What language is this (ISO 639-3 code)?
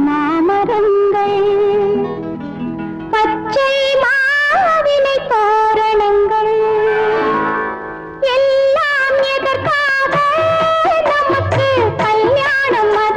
tam